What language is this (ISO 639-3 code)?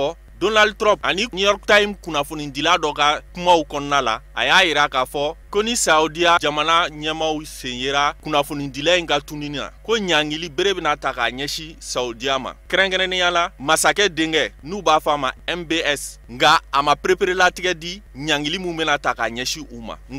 bam